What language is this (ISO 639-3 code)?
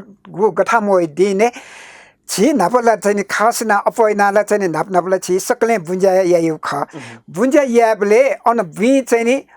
new